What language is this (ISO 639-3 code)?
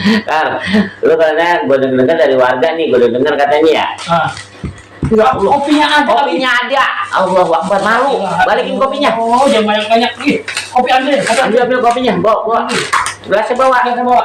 bew